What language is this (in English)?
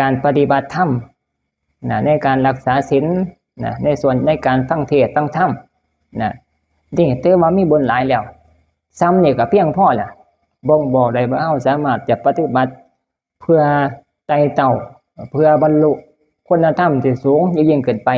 Northeastern Thai